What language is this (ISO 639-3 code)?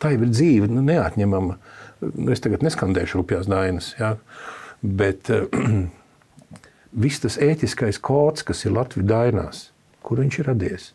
lav